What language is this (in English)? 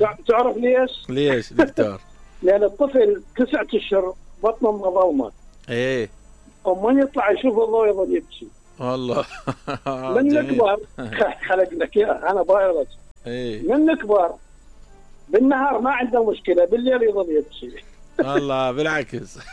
Mesopotamian Arabic